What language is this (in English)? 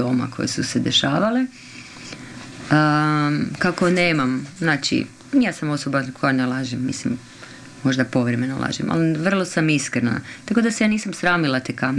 Croatian